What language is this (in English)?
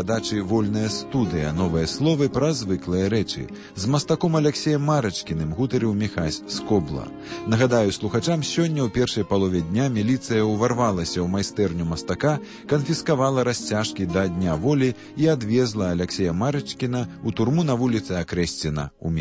Belarusian